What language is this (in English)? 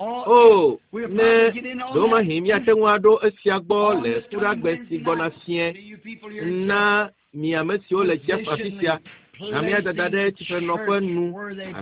Ewe